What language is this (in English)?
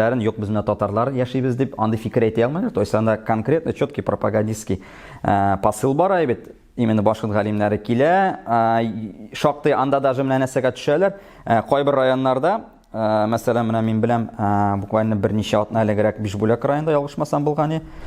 Tatar